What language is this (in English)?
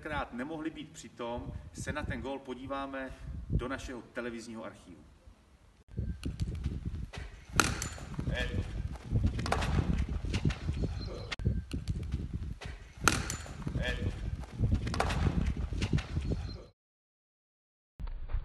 Czech